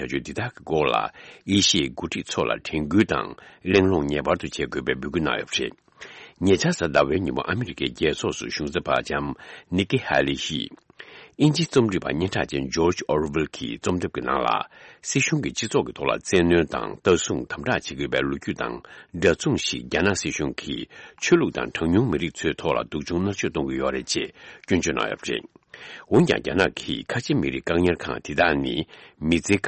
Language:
Tibetan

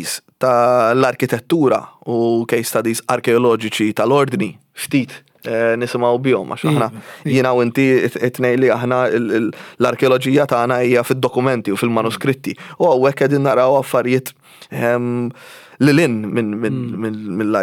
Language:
Maltese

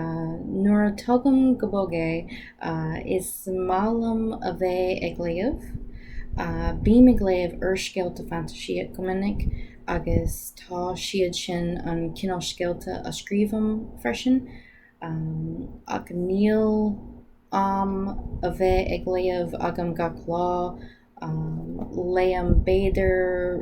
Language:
Irish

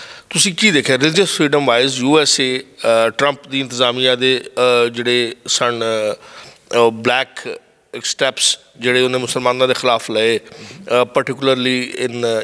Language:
Western Panjabi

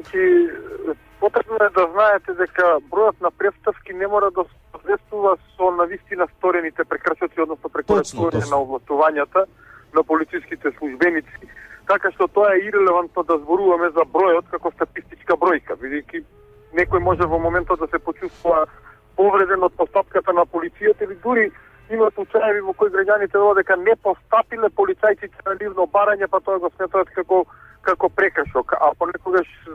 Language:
Macedonian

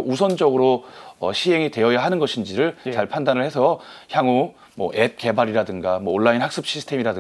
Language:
Korean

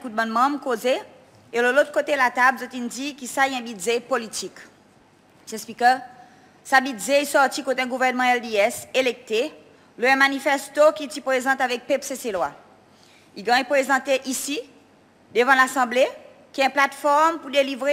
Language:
Seselwa Creole French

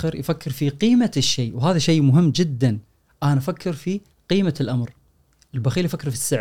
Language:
Gulf Arabic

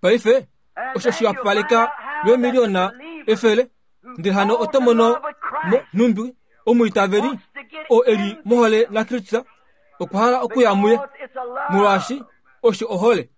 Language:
Kuanyama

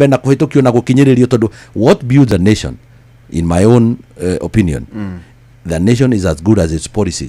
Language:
Kikuyu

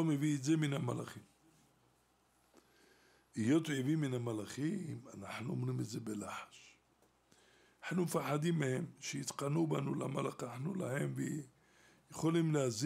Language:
Hebrew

